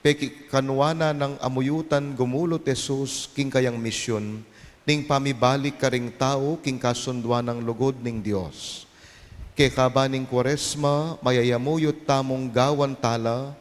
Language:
Pampanga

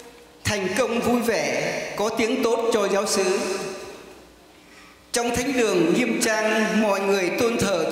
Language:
Vietnamese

